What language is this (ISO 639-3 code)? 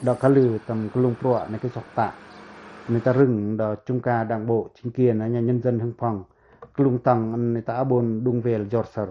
pac